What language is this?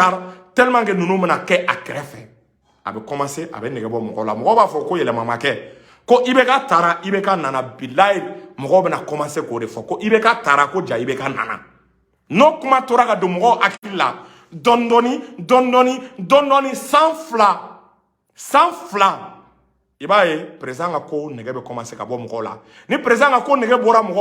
Bambara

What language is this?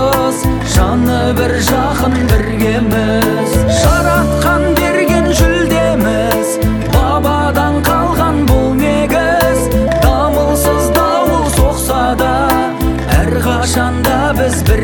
Kazakh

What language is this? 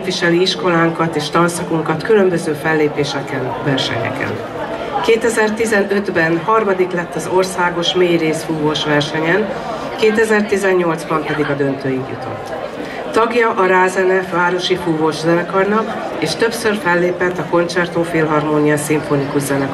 Hungarian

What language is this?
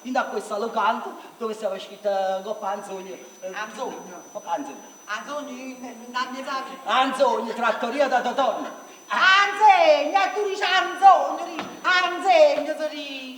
Neapolitan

